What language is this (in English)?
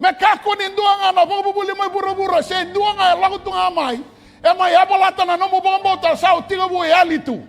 Fijian